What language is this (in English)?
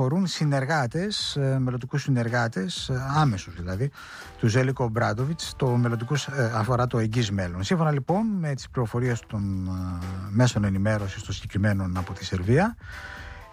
Greek